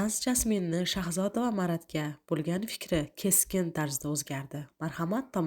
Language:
Uzbek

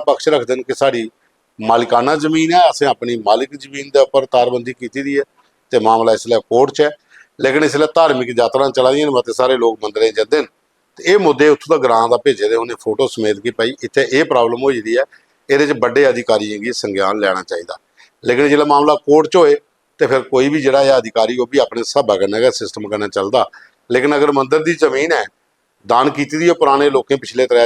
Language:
Dogri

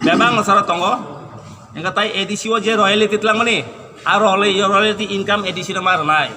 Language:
Kok Borok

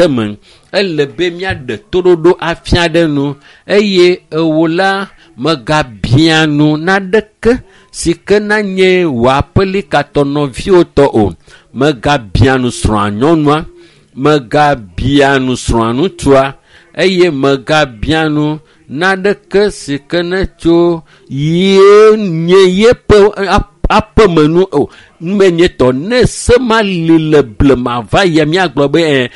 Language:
Ewe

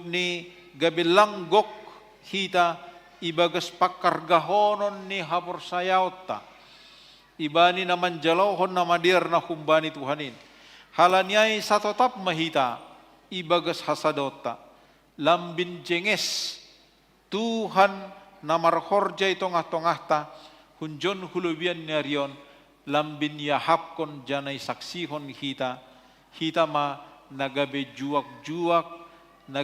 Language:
Batak Simalungun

